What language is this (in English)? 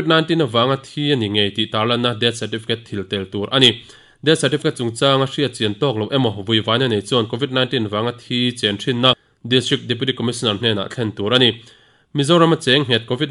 Mizo